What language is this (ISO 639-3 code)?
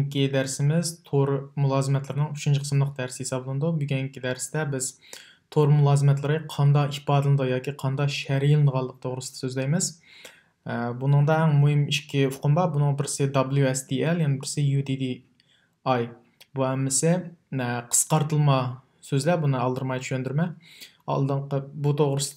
uig